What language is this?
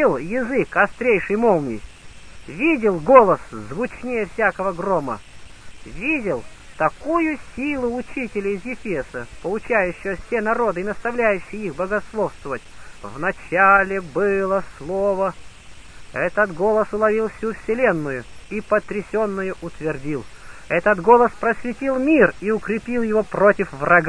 Russian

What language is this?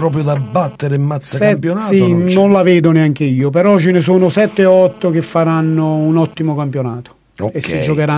Italian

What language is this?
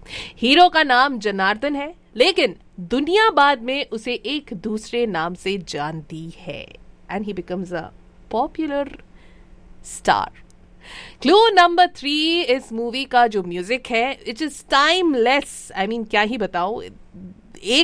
Hindi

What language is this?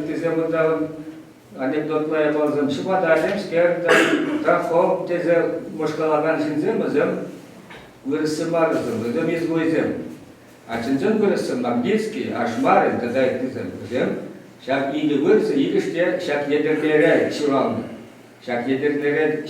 Chuvash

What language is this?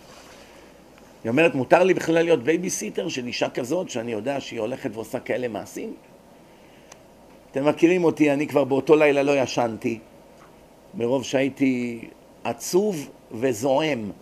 Hebrew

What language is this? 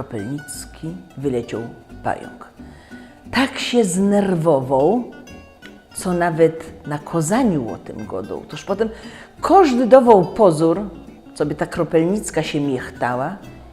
Silesian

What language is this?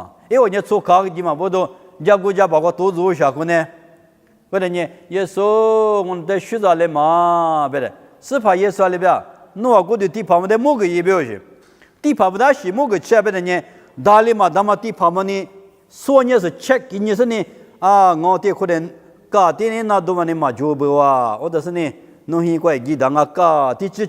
Lisu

